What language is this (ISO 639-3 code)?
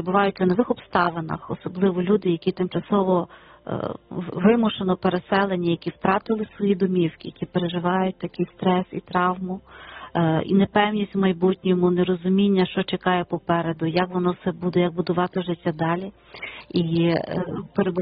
ukr